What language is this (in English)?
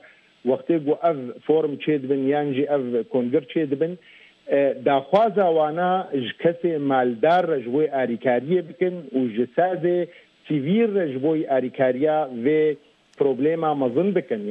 Kurdish